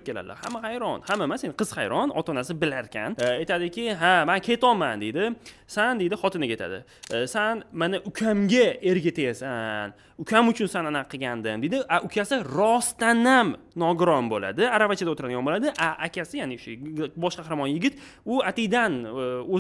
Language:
Uzbek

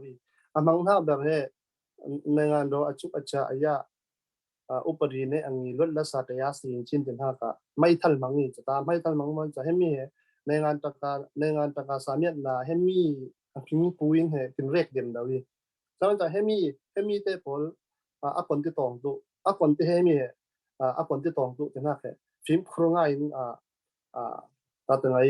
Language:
Falam Chin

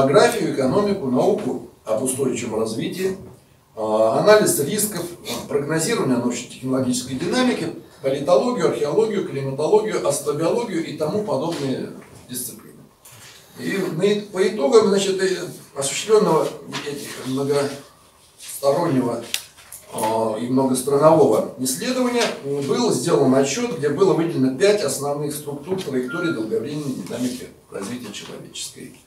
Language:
Russian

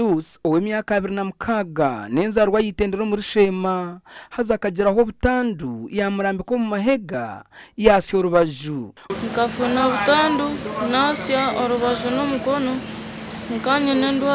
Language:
Nyankole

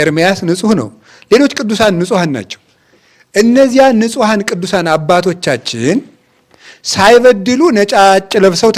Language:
Amharic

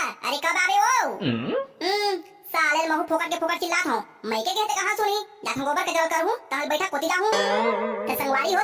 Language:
Chhattisgarhi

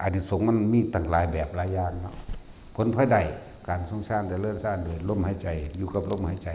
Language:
Northeastern Thai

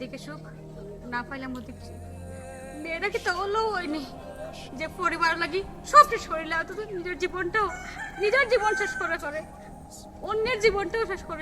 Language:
Sylheti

